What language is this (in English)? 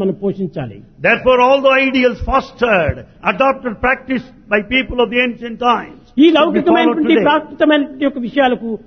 Telugu